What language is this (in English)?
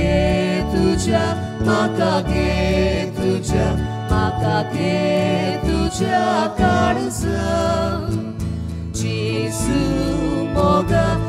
Konkani